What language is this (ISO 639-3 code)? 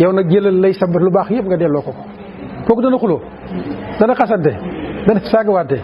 wol